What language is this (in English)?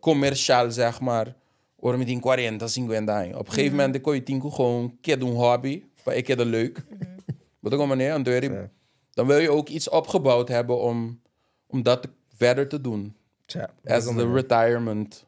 Papiamento